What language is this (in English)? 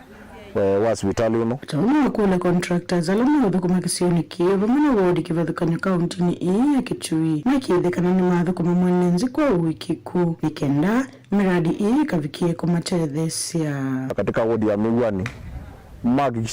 Kamba